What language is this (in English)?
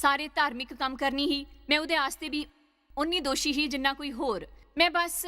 Dogri